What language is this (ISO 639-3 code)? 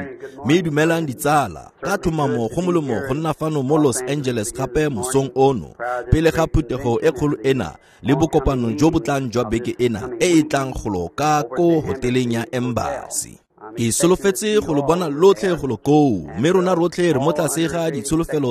tsn